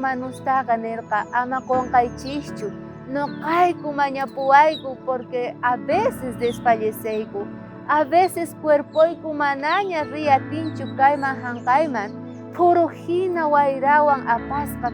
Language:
South Bolivian Quechua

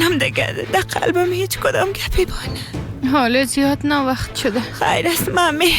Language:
Persian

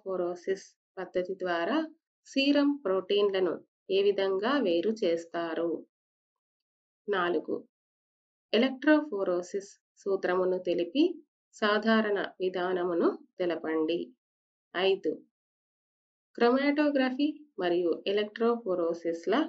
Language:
Telugu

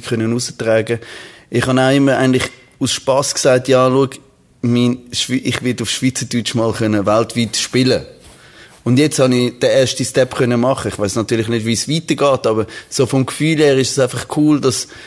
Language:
Swiss German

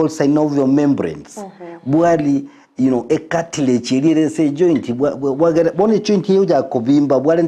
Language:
Gusii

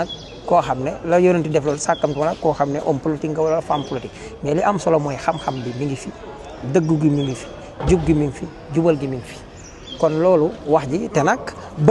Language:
Wolof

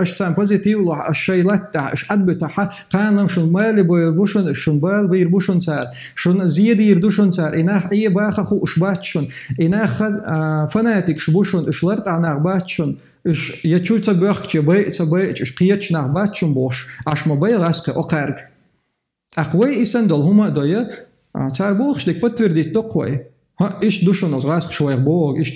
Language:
Chechen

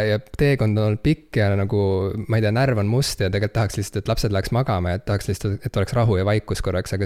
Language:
Estonian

